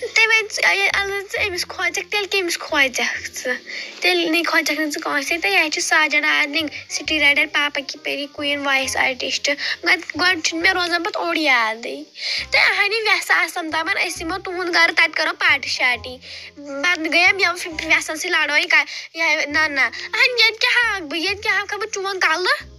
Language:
Kashmiri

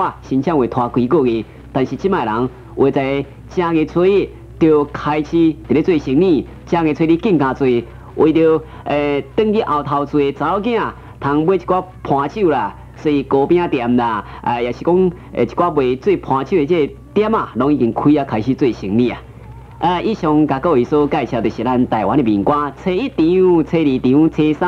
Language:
Min Nan Chinese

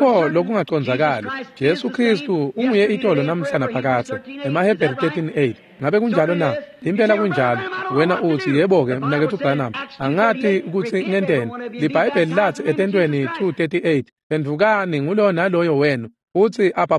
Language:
Swati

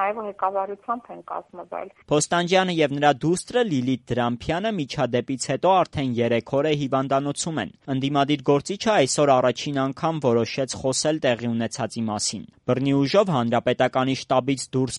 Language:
Armenian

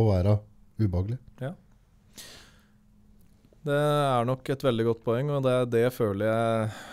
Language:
Norwegian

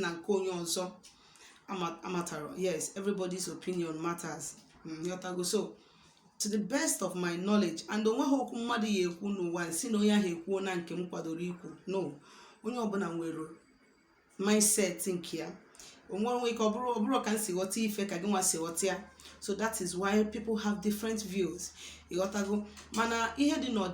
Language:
Igbo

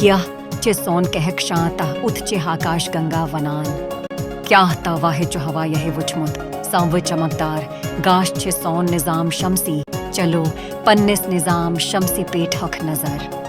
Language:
Kashmiri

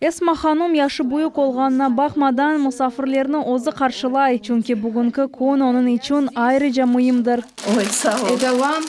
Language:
Crimean Tatar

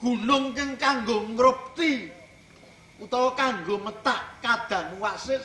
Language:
Javanese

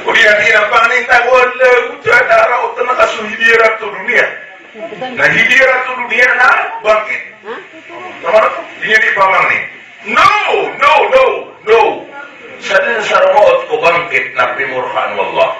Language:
Maranao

